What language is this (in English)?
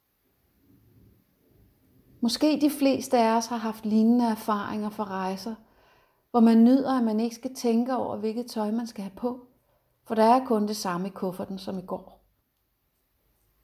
Danish